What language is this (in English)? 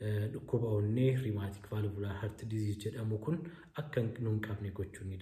Oromo